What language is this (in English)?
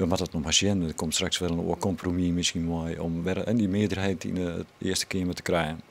Western Frisian